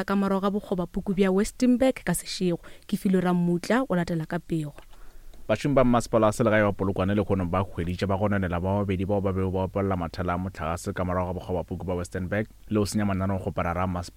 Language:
Northern Sotho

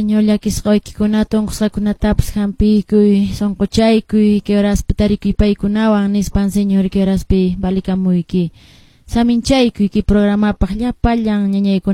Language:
Quechua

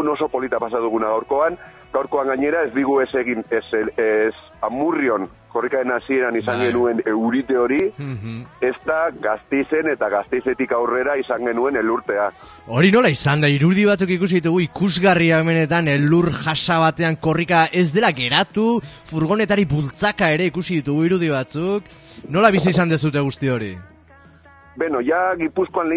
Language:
Basque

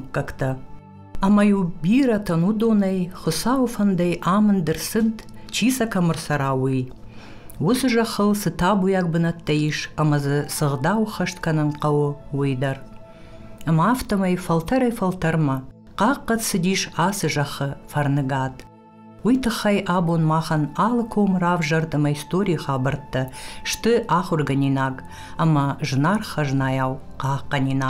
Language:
Ossetic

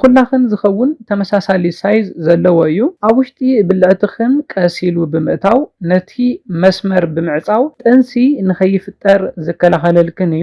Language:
Tigrinya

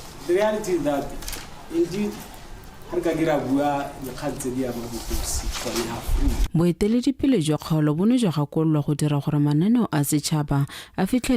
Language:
Tswana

